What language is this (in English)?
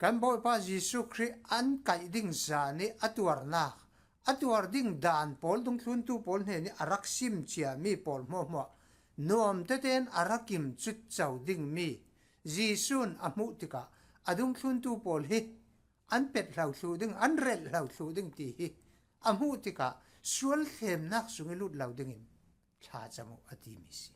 Falam Chin